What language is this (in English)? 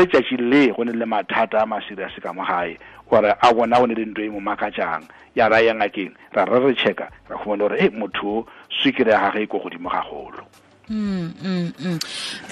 Tswana